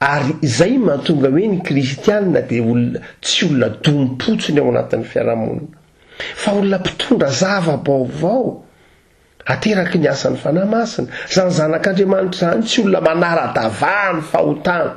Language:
Malagasy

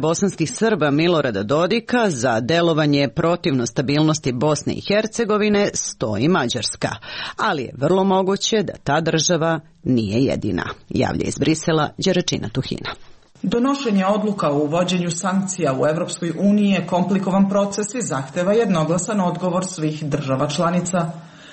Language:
Serbian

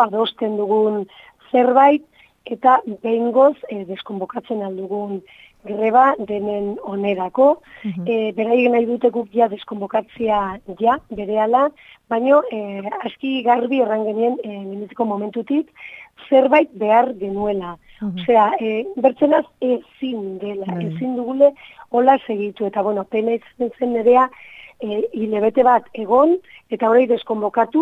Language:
Basque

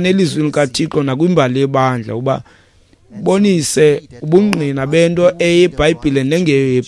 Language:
Xhosa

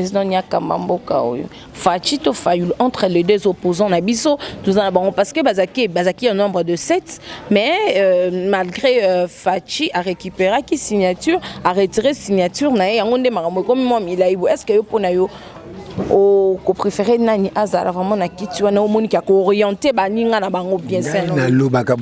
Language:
Lingala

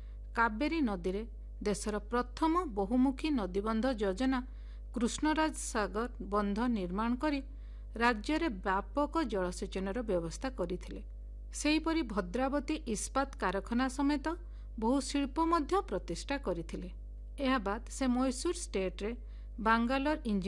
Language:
Odia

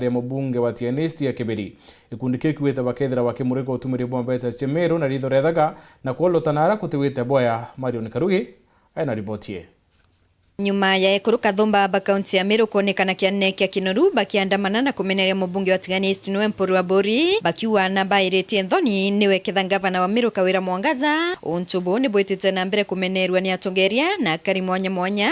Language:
Meru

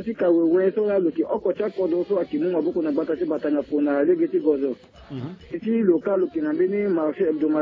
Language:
Sango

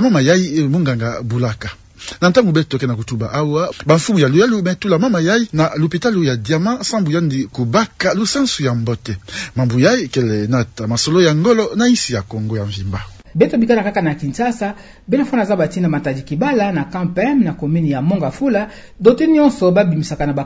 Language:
Kituba (Democratic Republic of Congo)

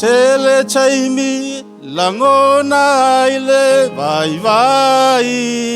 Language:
Samoan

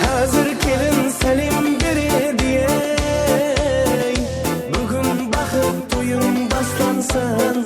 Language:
Kara-Kalpak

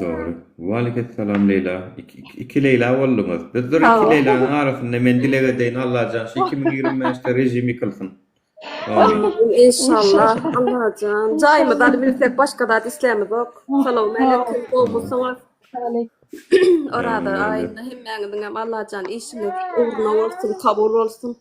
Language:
Turkmen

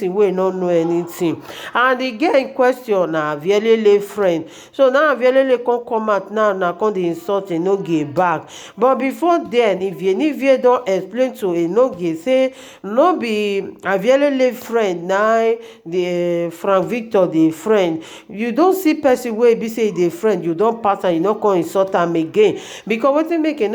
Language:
Nigerian Pidgin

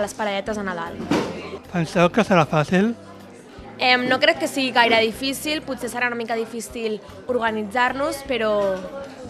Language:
Catalan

